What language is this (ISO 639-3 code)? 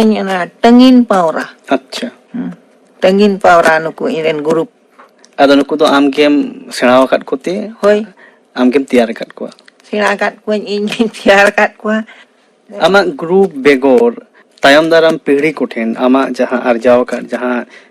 sat